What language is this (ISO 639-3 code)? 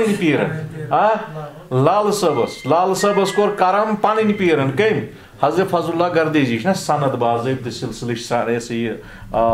kas